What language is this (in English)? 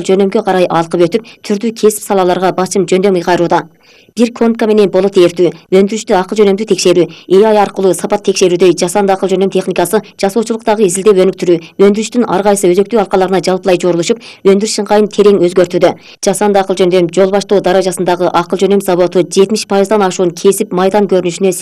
Kyrgyz